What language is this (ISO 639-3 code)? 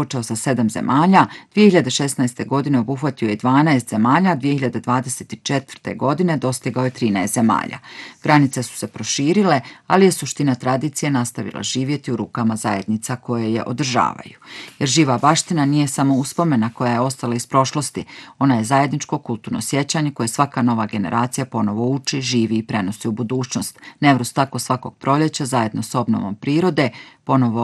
bos